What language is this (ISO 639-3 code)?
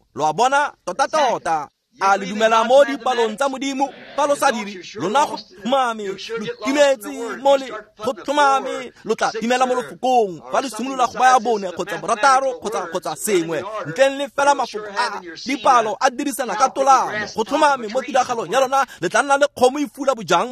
tsn